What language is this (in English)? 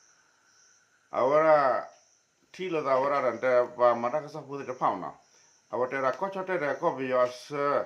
S'gaw Karen